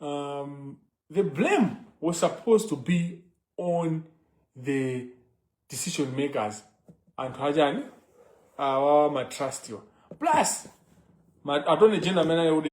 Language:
Nyanja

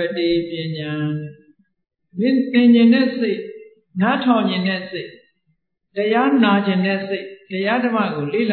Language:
Burmese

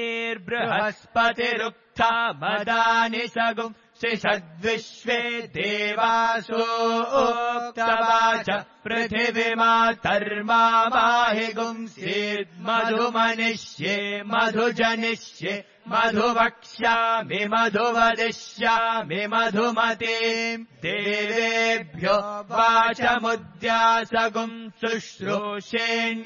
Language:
Sanskrit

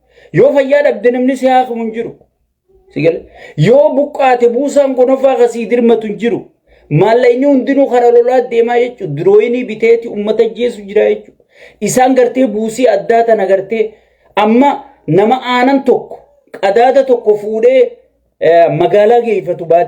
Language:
Oromo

